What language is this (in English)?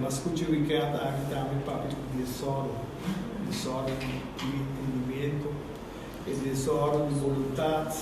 Papiamento